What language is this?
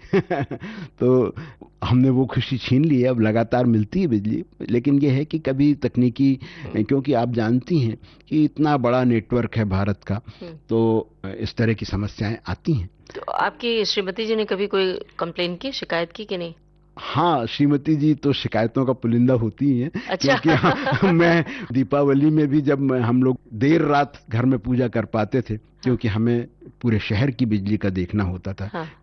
Hindi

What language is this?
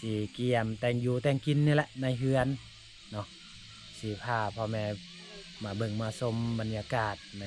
Lao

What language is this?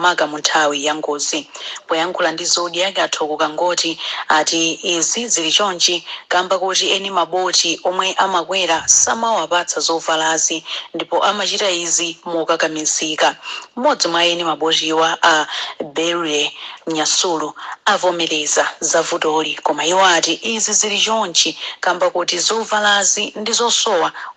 Nyanja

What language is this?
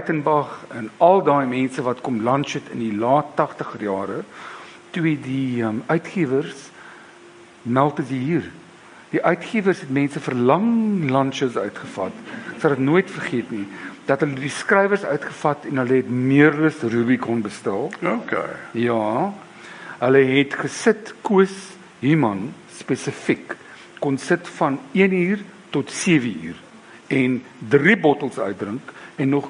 Afrikaans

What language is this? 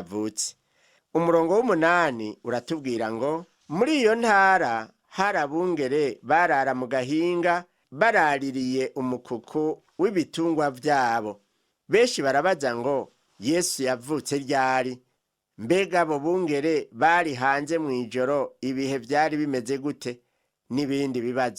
Rundi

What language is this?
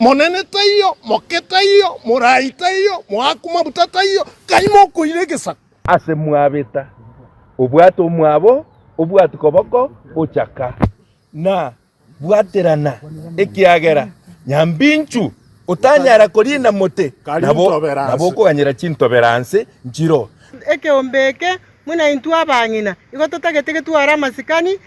Gusii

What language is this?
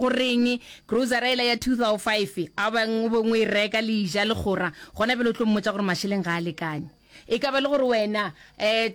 Northern Sotho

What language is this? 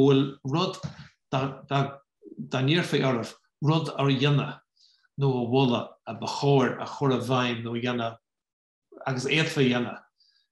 Irish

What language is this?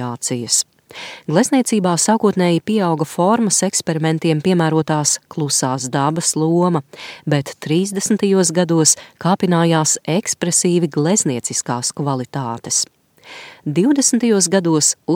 Latvian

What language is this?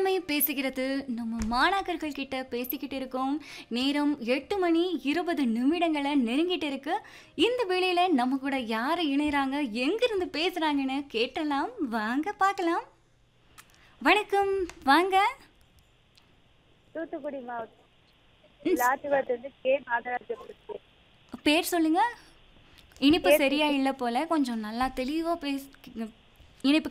Tamil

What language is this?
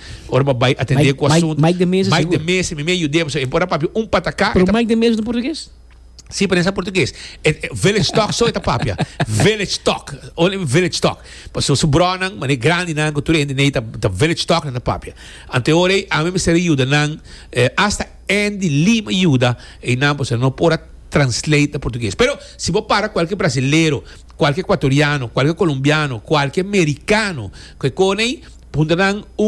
Papiamento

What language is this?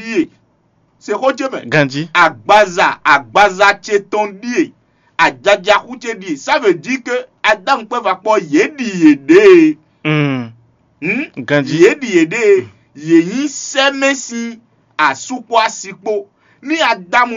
Fon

